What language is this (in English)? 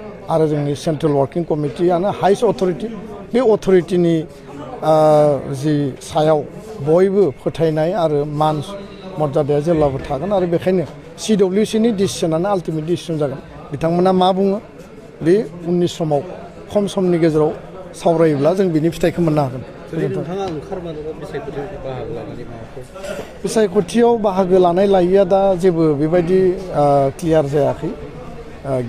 Bodo